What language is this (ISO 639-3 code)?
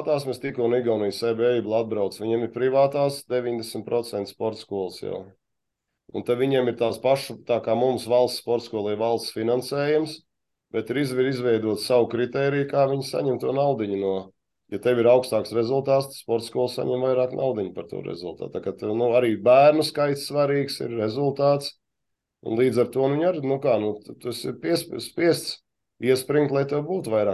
lav